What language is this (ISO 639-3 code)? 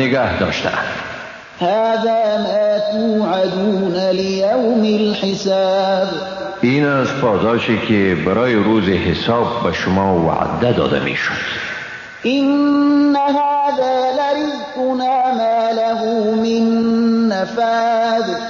fas